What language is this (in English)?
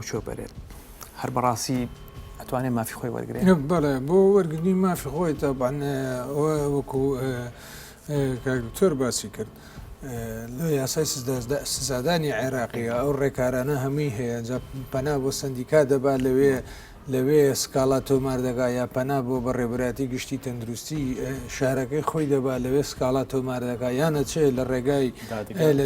Central Kurdish